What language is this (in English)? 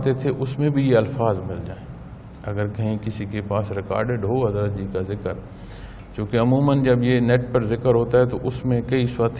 Urdu